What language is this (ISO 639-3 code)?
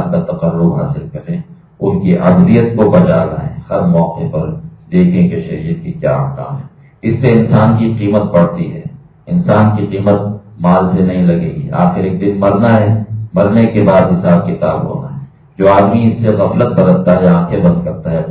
urd